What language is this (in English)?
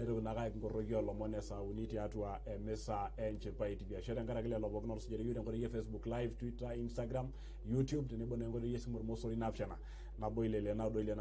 Masai